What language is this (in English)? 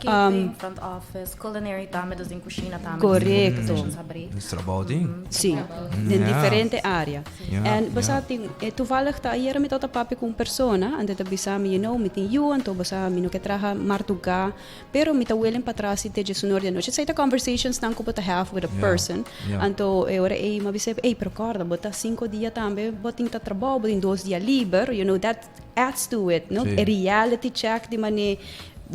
Papiamento